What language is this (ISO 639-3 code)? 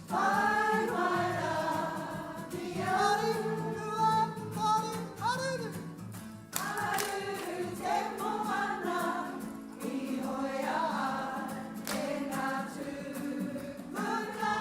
mri